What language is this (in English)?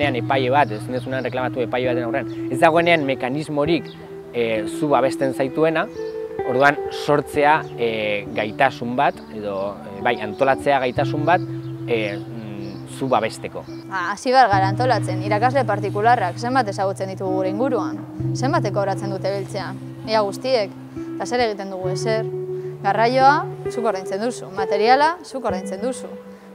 Basque